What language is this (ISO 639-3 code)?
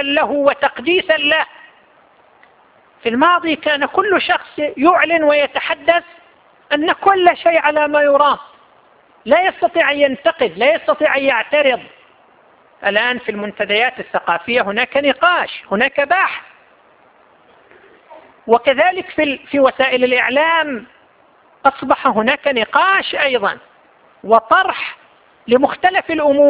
ara